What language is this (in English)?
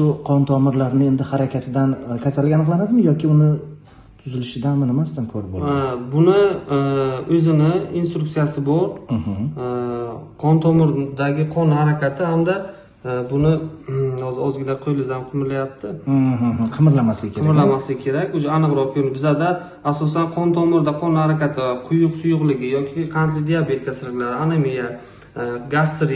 Uzbek